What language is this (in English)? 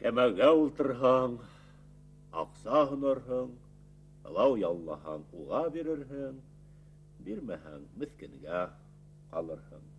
Bashkir